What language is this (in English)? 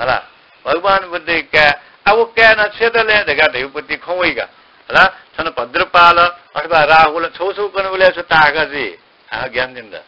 Newari